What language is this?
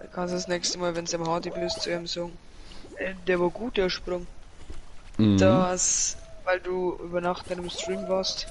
Bavarian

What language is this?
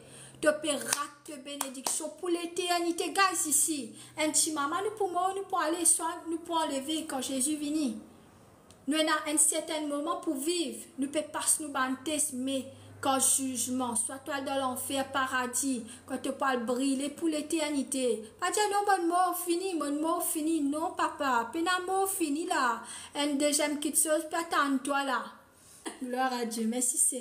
Morisyen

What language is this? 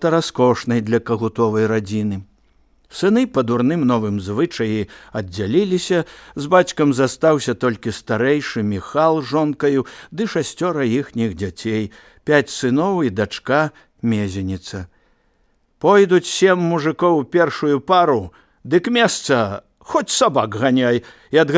Belarusian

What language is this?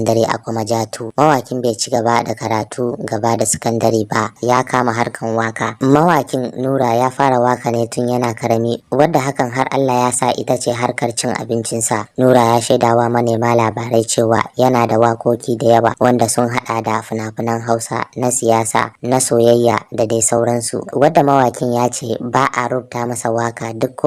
Hausa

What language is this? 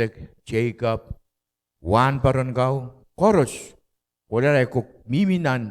Pohnpeian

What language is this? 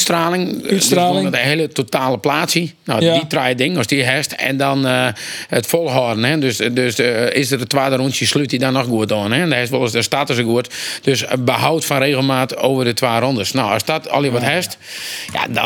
Western Frisian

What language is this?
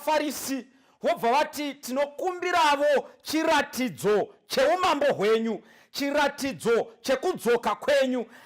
Shona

